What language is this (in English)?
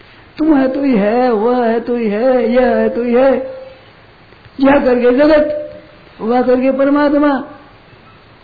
Hindi